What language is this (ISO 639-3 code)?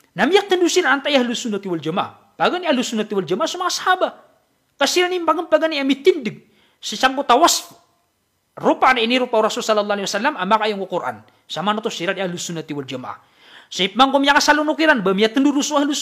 mrw